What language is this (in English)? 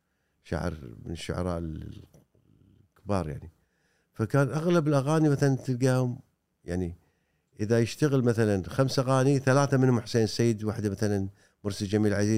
Gulf Arabic